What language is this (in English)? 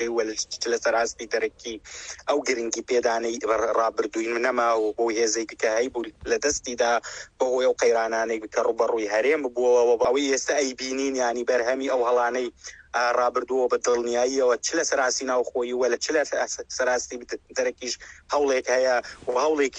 Central Kurdish